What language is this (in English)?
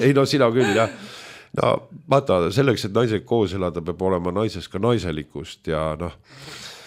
Estonian